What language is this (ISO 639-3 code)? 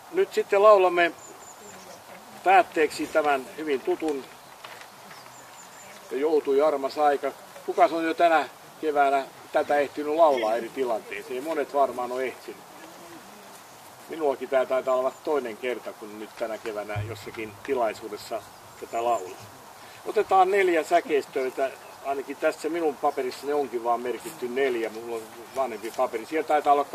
fin